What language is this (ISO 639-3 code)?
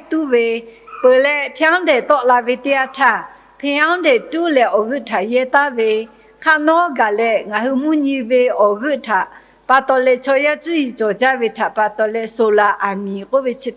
lhu